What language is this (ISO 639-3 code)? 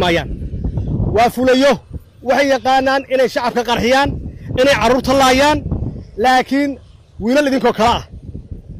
som